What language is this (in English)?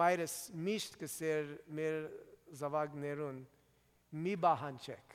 Armenian